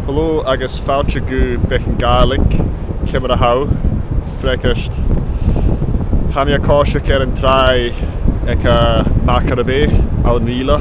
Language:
Scottish Gaelic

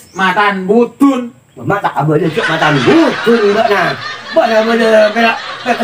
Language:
Madurese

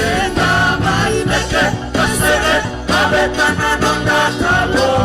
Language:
Fijian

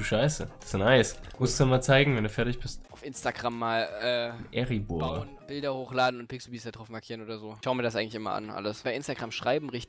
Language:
German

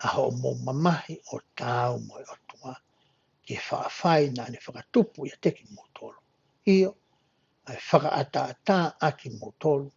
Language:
Tongan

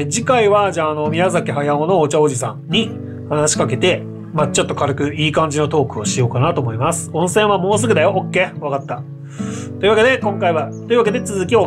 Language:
Japanese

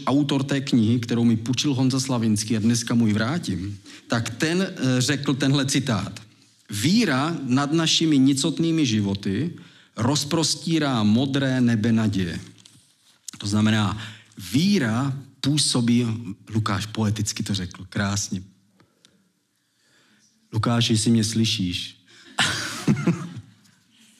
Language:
Czech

